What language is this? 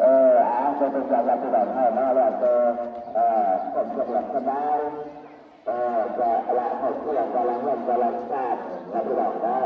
Northeastern Thai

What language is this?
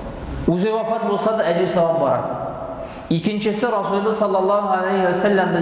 Tatar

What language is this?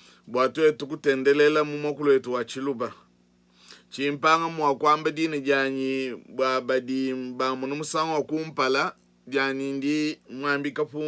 Luba-Lulua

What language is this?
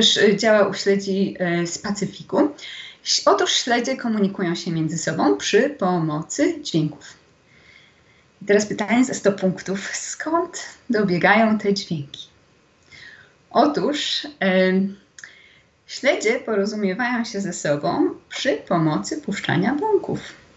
Polish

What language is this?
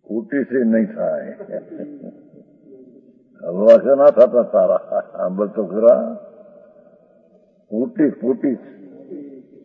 Gujarati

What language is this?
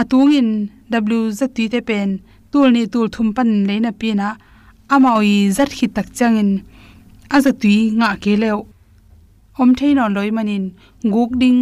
Tedim Chin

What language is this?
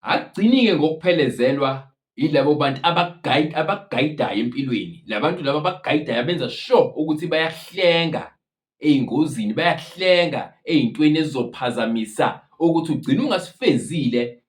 Zulu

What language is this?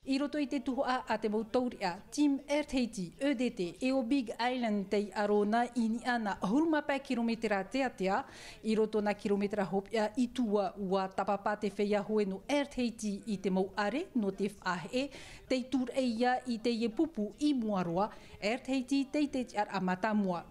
Tahitian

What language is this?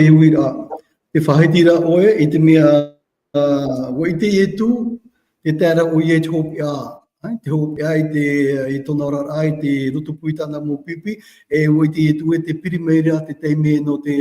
Tahitian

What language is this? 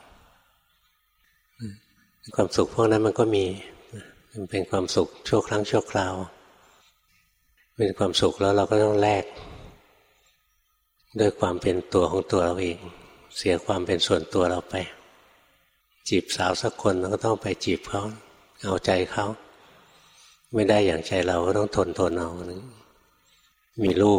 Thai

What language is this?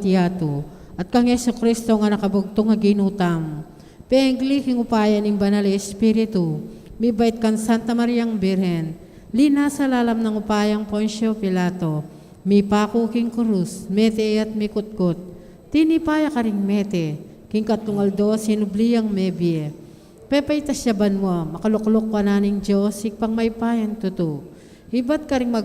Pampanga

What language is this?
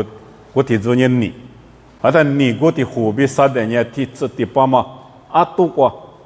Lisu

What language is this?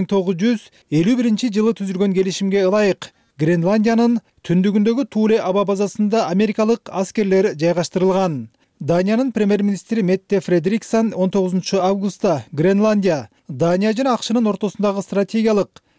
Kyrgyz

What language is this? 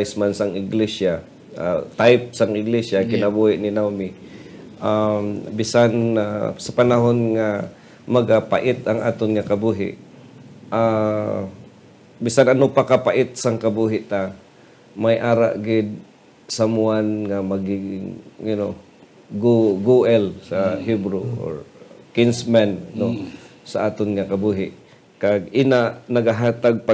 Hiligaynon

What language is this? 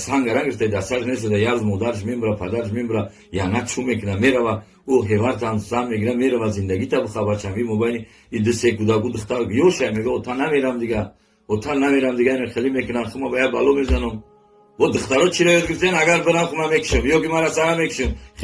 Tajik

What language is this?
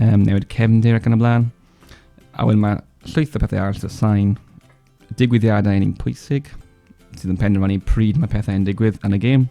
Welsh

